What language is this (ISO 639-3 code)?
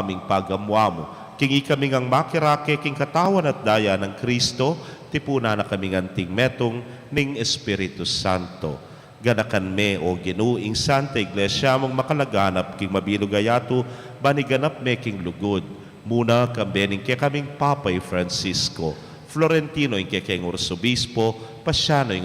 pam